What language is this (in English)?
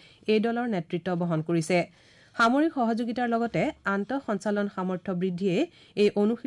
Assamese